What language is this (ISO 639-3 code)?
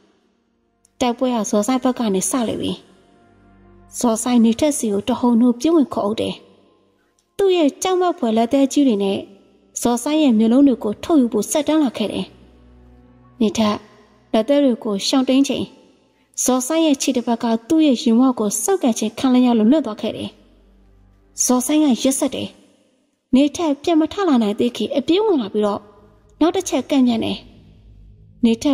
mya